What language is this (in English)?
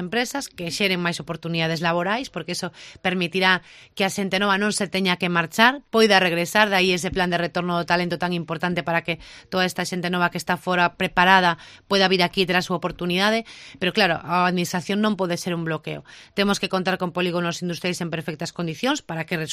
Galician